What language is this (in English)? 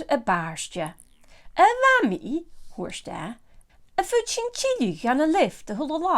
Scottish Gaelic